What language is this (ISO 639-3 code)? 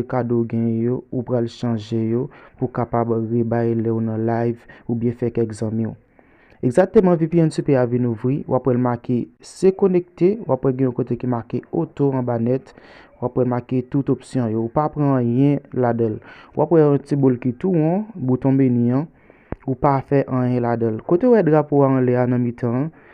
hat